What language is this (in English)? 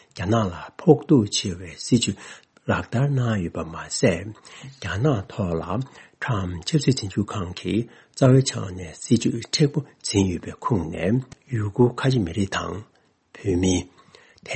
Tibetan